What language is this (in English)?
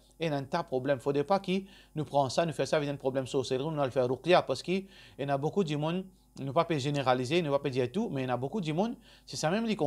Morisyen